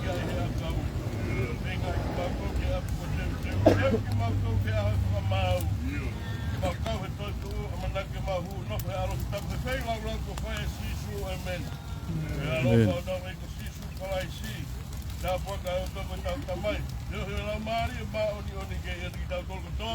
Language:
Tongan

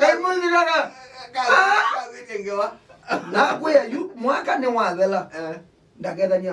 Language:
Kamba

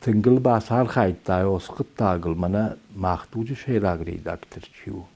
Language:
Ossetic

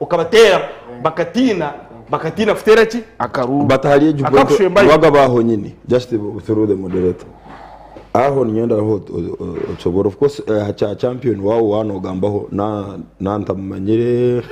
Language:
Nyankole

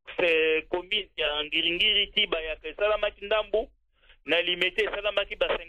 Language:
Lingala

